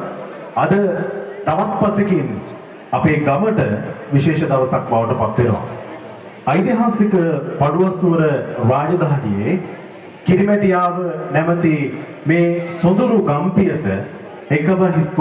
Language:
Sinhala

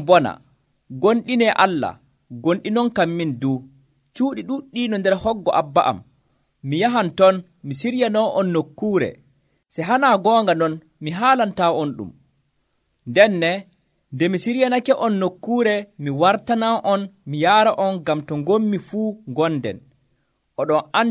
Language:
Nigerian Fulfulde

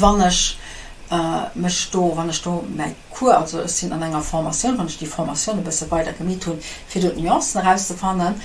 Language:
Luxembourgish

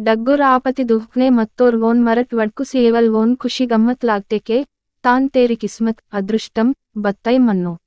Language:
Gondi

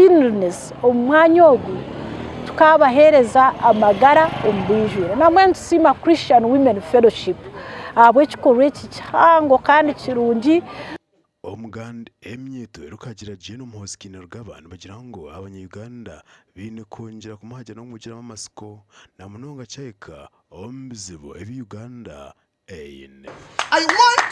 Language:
Nyankole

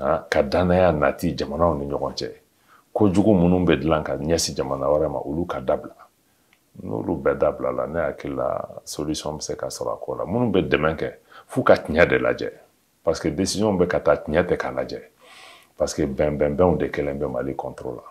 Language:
Bambara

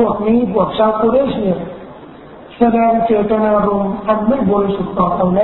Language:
Thai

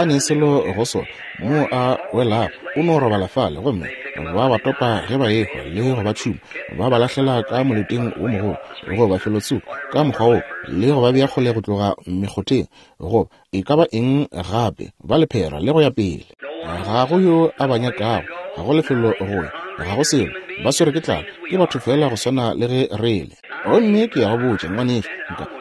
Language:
Northern Sotho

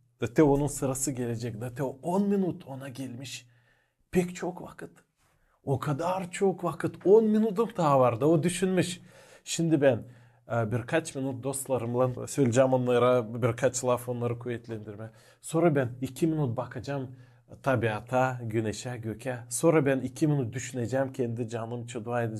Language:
Gagauz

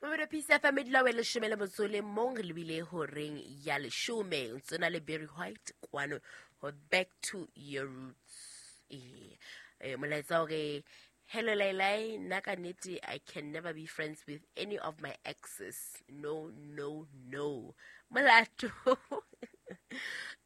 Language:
Southern Sotho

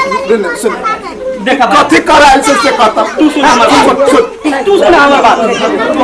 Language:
Maithili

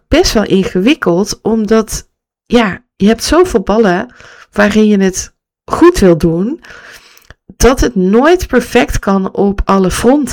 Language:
Dutch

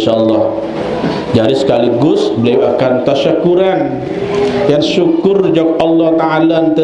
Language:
Sasak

